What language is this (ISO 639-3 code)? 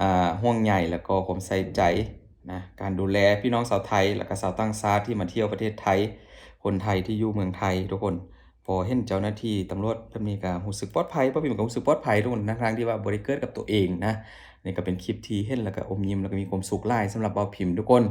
lao